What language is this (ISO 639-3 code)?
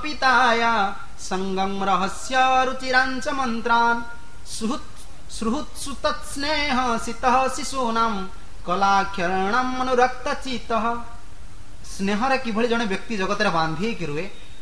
ori